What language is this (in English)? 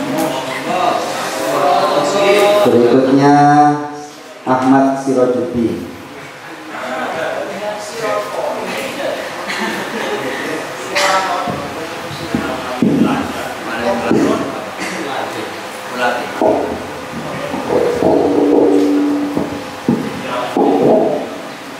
Indonesian